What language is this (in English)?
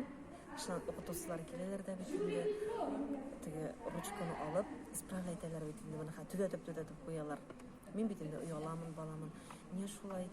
Bashkir